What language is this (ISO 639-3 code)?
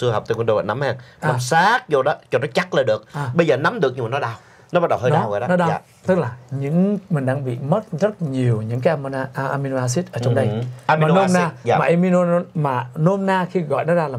vie